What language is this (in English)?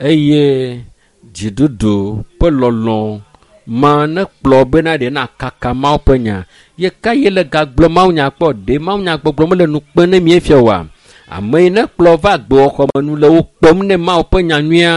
Ewe